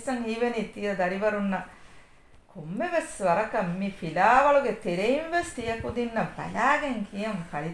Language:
Divehi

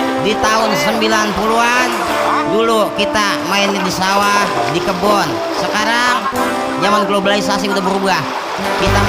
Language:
Betawi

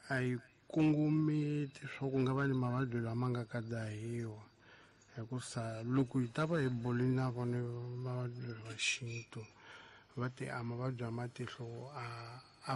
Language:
Tsonga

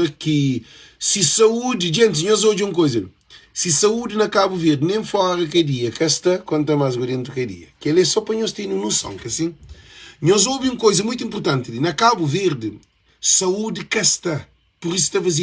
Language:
Kabuverdianu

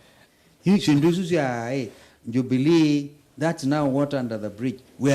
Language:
Kamba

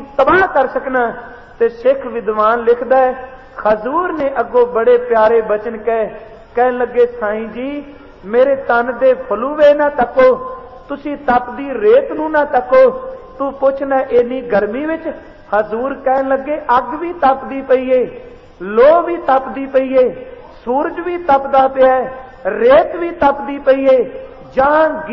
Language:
Punjabi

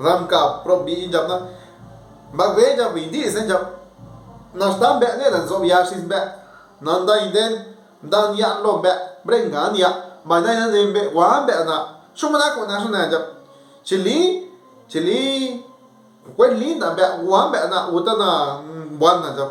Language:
Zapotec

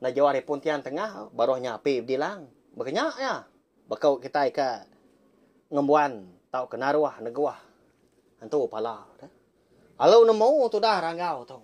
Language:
Iban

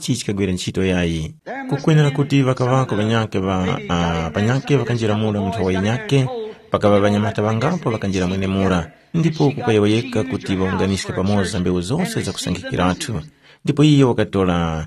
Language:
Tumbuka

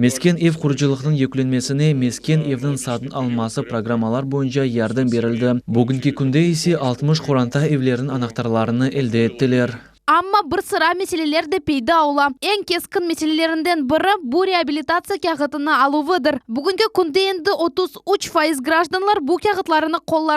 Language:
Crimean Tatar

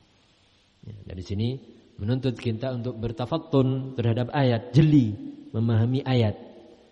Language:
Indonesian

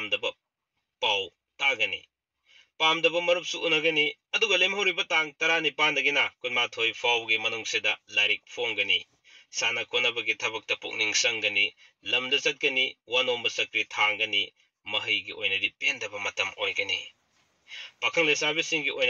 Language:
Manipuri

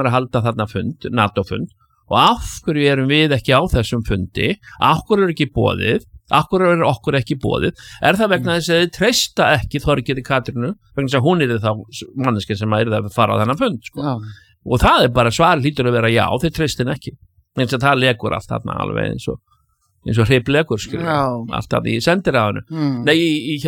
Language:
Icelandic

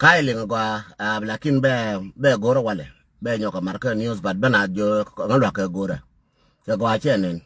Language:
Nuer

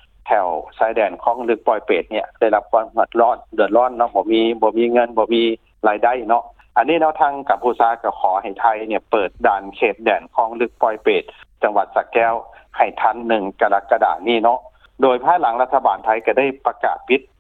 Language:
Lao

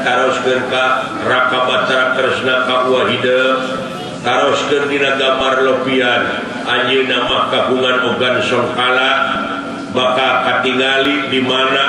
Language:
Sundanese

